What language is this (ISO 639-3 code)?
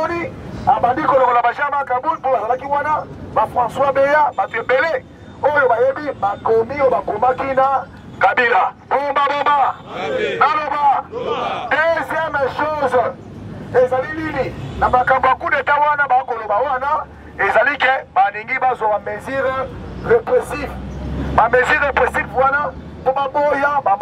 lin